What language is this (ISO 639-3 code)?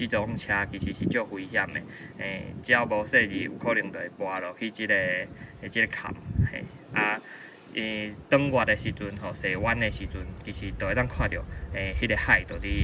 nan